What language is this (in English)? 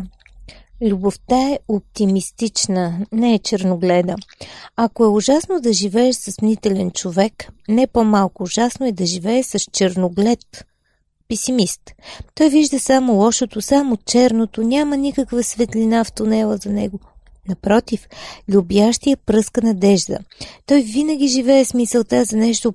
Bulgarian